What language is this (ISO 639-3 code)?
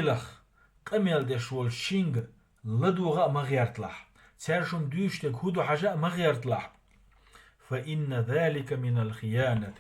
che